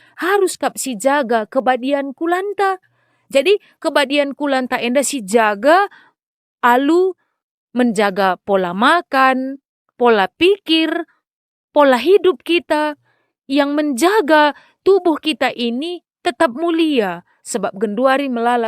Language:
Batak Karo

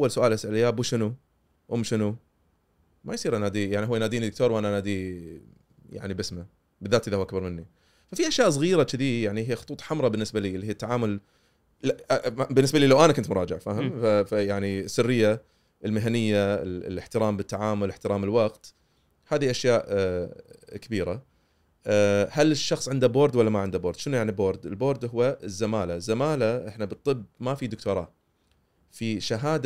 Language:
Gulf Arabic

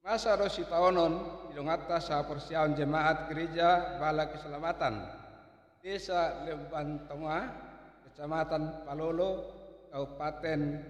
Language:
Batak Toba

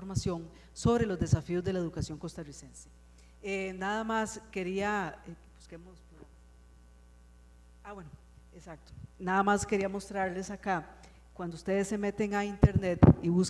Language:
Spanish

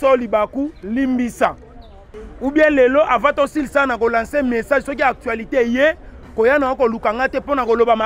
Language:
Lingala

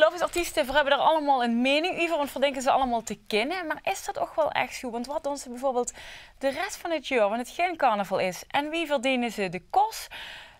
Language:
Limburgish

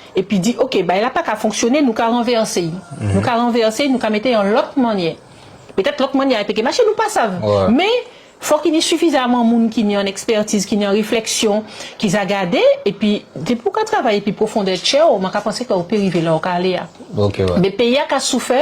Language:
Guadeloupean Creole French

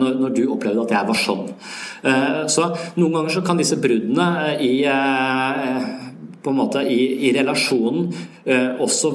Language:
Norwegian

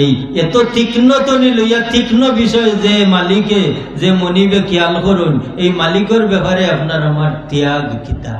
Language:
Sylheti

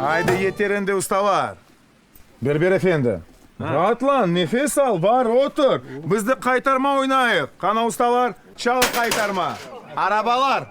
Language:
Crimean Tatar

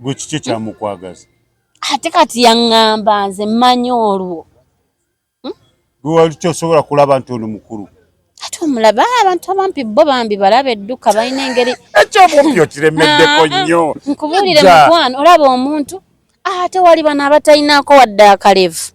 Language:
Ganda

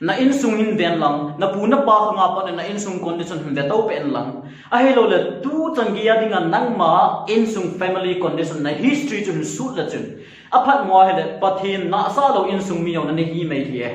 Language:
Thado Chin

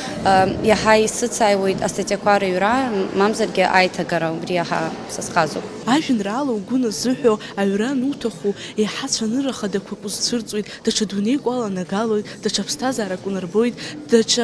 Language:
Abkhazian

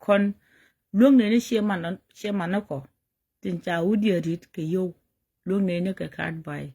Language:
Nuer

